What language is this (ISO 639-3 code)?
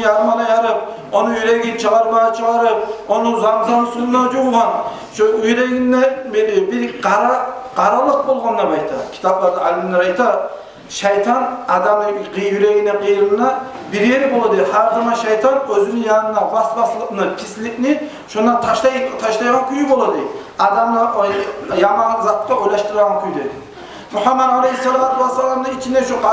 kum